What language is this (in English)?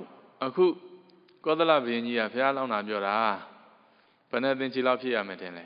Burmese